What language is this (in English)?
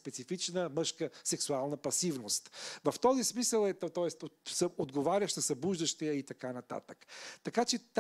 Bulgarian